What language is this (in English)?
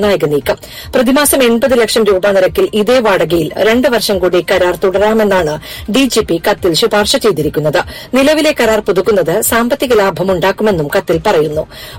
Malayalam